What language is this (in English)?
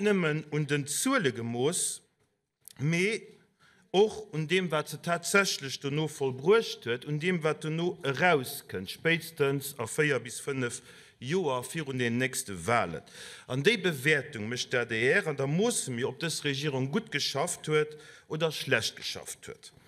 Luxembourgish